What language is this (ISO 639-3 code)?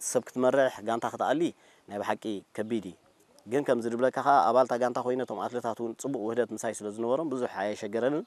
tir